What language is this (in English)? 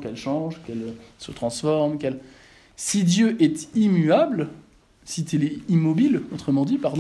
French